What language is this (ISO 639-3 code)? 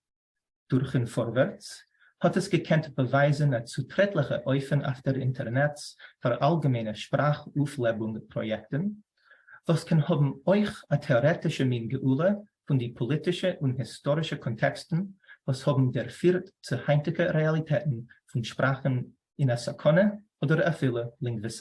yid